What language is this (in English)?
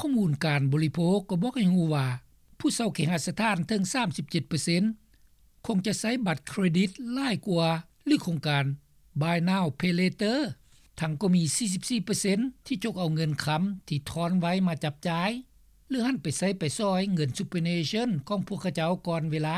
Lao